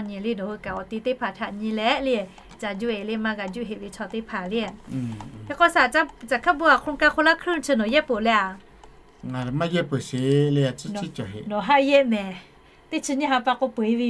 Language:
Lahu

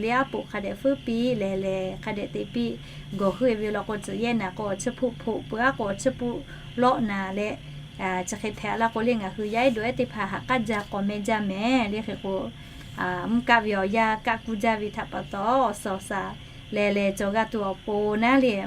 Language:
Lahu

